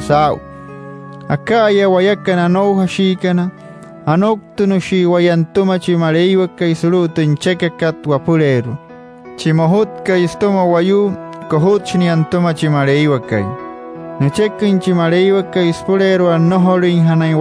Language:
Wayuu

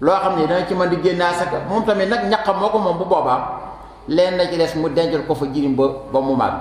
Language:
Wolof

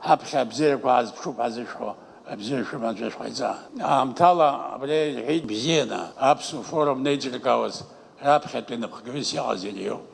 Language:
Abkhazian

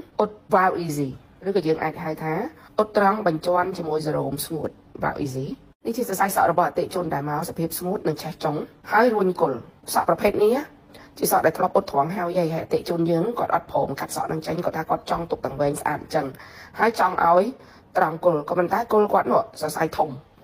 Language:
Khmer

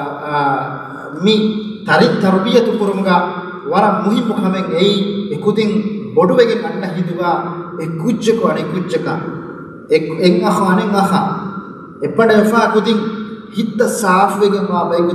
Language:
Divehi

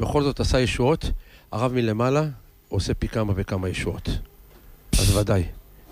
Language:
Hebrew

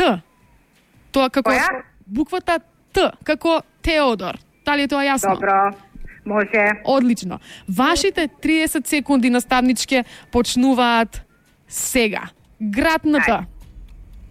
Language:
Macedonian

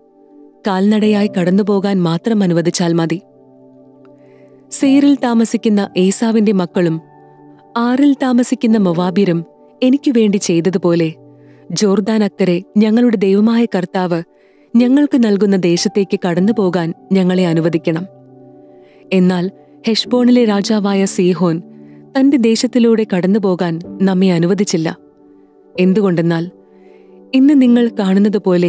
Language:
Malayalam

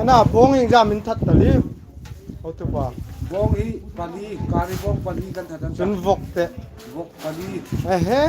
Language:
Hmar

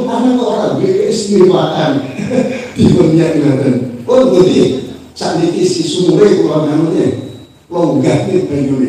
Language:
Javanese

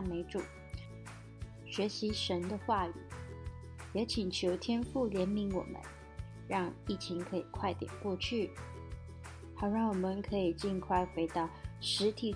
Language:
Chinese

